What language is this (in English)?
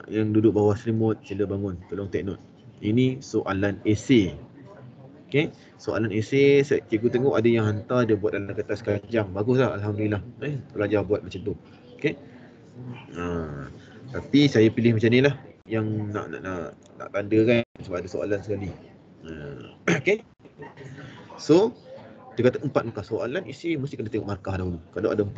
Malay